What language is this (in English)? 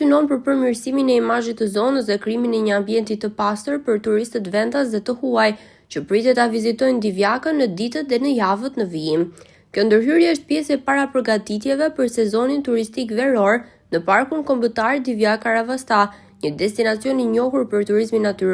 Albanian